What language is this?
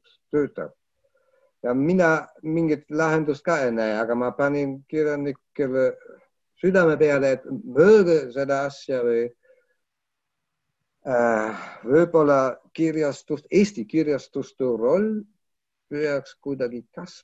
Estonian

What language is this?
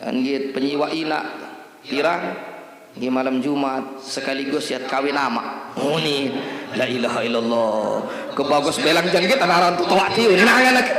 Sasak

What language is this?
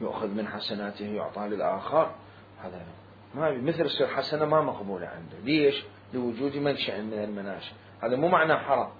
Mesopotamian Arabic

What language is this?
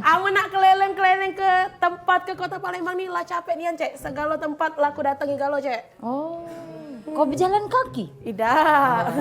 Musi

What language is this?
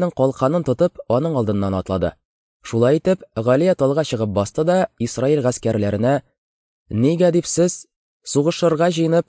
Tatar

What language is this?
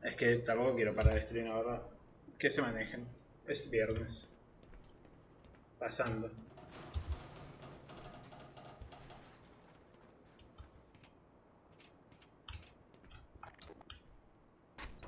Spanish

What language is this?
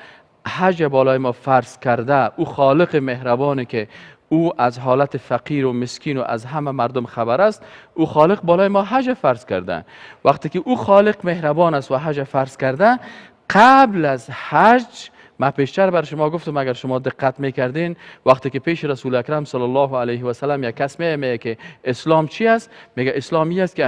Persian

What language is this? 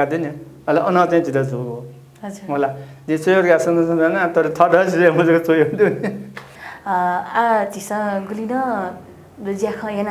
Newari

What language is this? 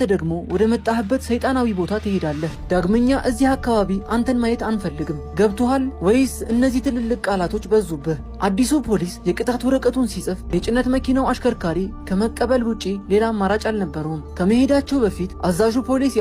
Amharic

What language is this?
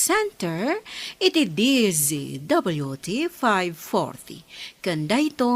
Iloko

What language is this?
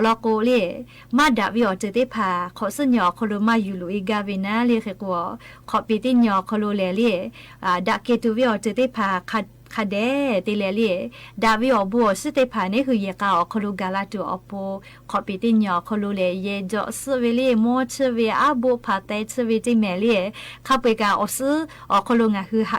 Lahu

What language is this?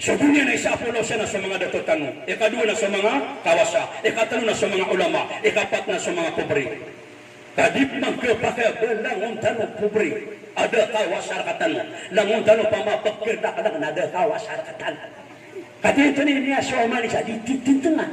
Maranao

